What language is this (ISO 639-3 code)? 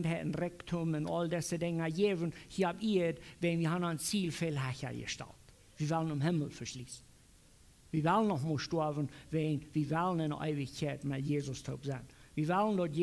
pdt